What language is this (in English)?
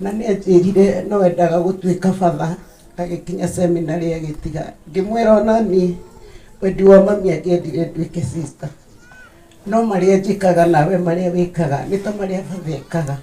Kikuyu